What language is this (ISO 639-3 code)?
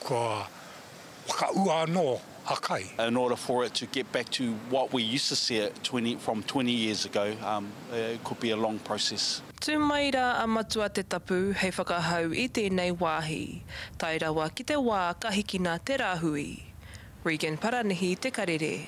mri